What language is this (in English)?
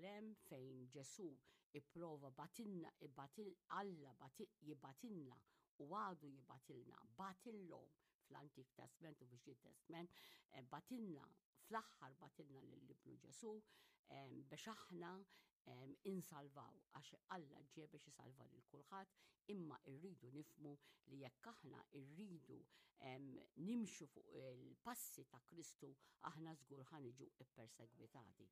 Maltese